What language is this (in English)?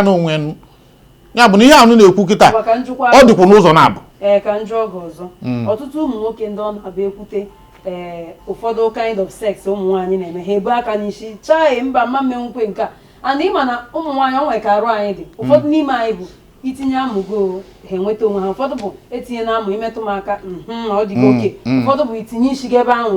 Igbo